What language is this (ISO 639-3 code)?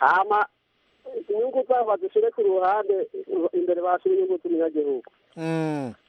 kin